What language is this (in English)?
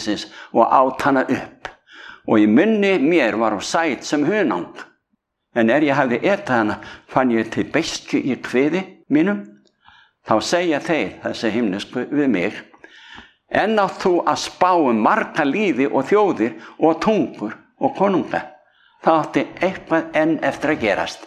Icelandic